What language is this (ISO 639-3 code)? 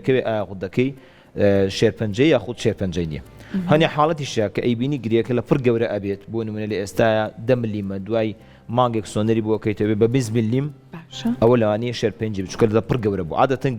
ckb